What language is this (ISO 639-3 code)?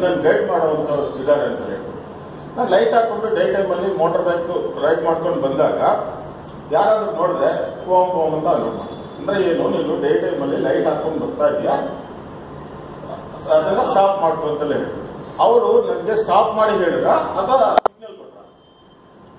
kan